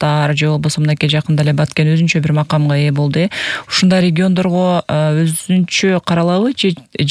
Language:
Kyrgyz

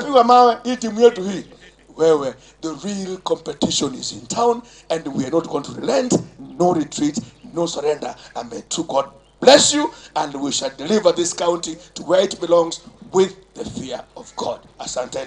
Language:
Gusii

